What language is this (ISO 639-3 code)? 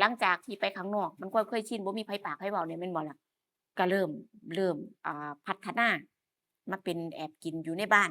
tts